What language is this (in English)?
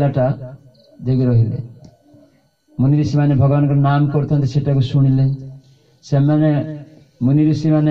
Odia